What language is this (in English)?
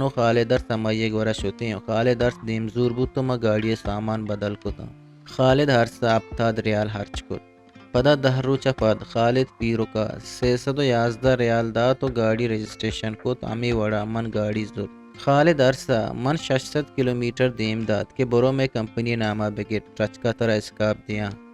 Eastern Balochi